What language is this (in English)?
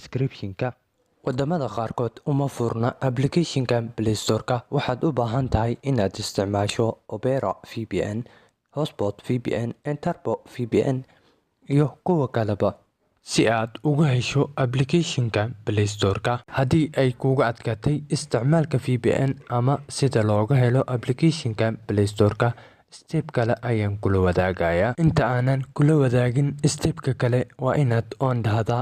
Somali